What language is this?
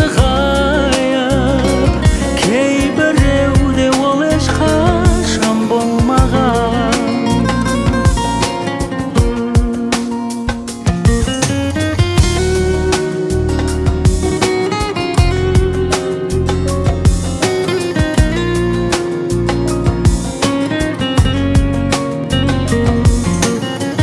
Kazakh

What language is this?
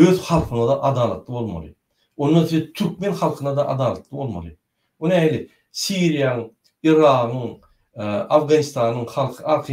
Turkmen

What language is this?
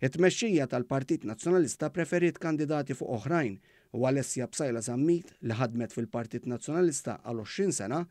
Maltese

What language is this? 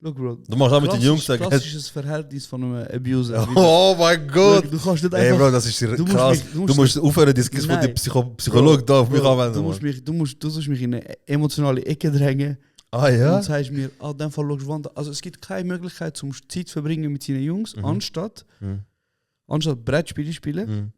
Swiss German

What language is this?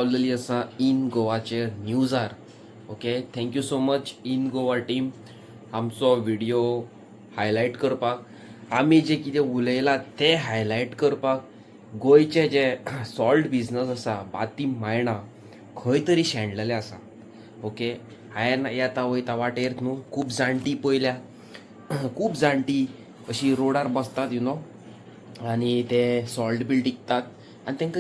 Konkani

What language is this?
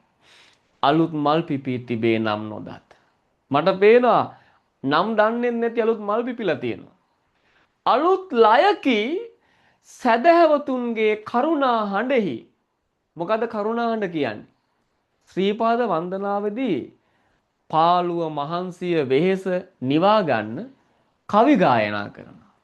Sinhala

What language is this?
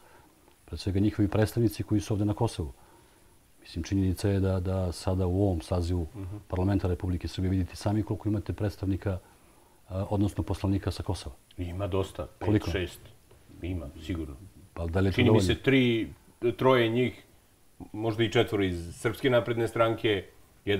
Serbian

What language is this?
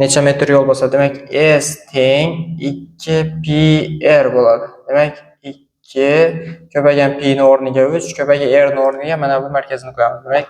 Uzbek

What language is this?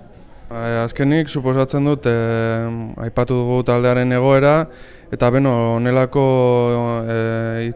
Basque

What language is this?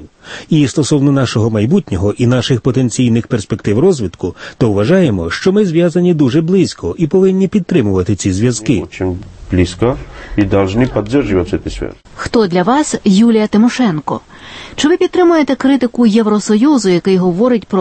Ukrainian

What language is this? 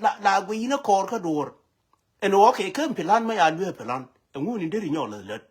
Nuer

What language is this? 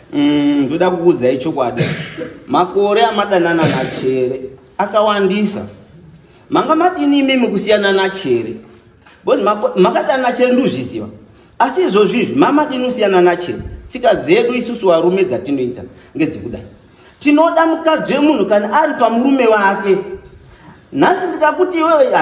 Shona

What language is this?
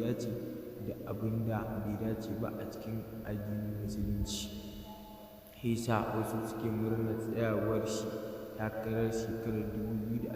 Hausa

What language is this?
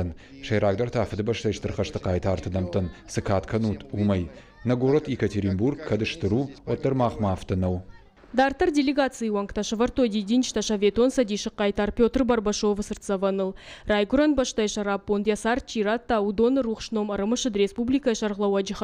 Ossetic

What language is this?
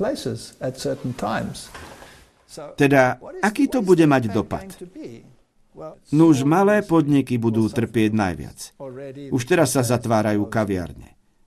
Slovak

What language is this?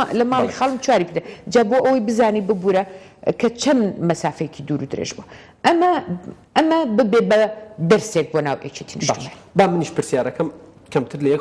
Central Kurdish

